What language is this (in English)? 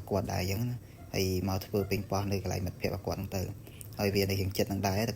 Khmer